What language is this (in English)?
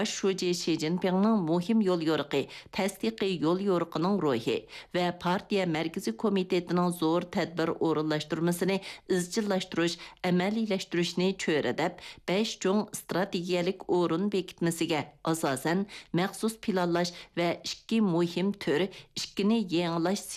Uyghur